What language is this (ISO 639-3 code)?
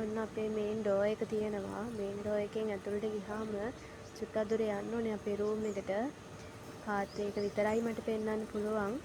sin